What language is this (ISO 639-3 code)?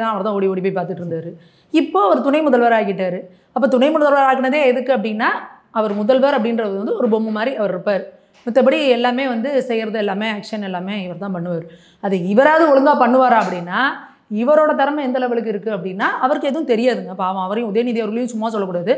tam